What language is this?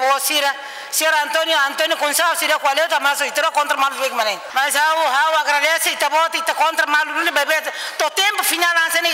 Tetum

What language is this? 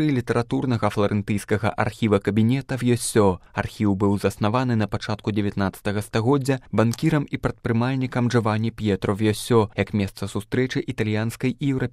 Belarusian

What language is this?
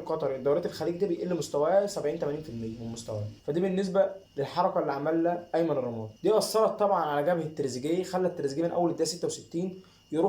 Egyptian Arabic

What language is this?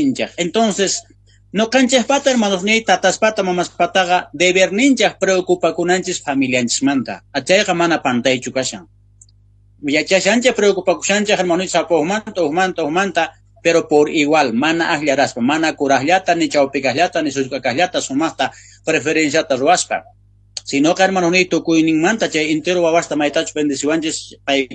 South Bolivian Quechua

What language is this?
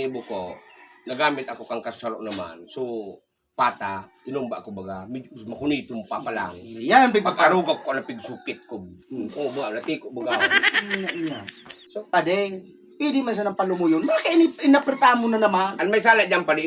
Bikol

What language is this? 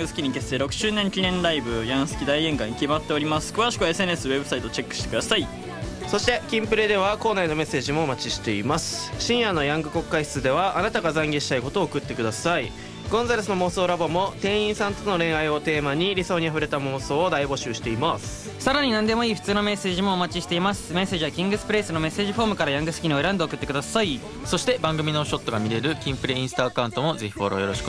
Japanese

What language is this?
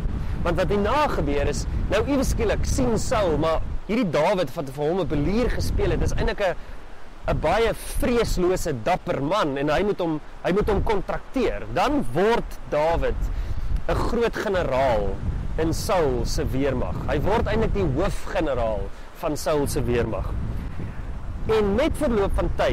Afrikaans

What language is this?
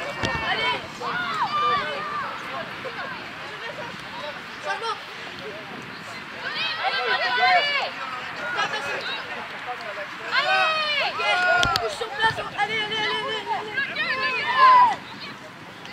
French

